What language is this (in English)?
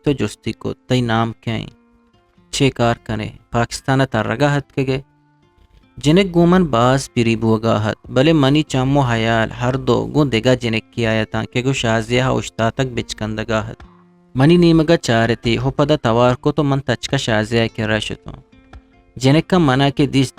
Eastern Balochi